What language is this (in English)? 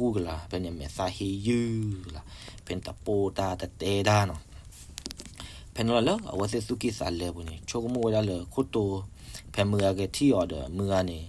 S'gaw Karen